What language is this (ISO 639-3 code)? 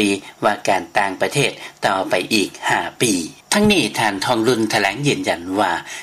lao